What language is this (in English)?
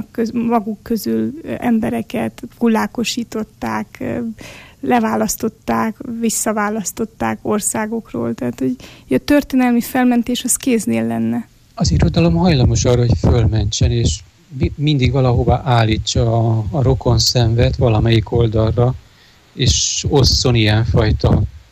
Hungarian